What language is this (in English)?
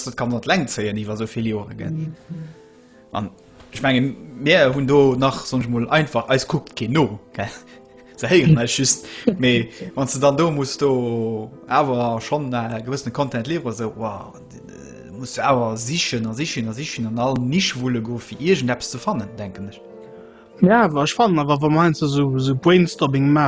Luxembourgish